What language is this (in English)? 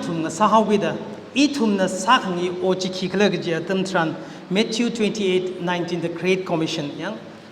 Tangkhul Naga (India)